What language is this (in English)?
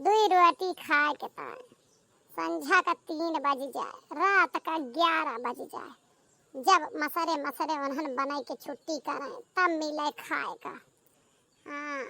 Awadhi